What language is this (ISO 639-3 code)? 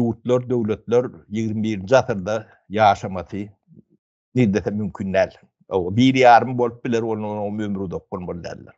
tuk